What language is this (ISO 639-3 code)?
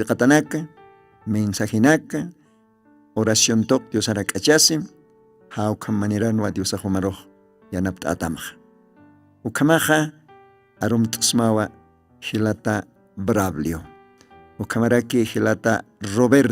aym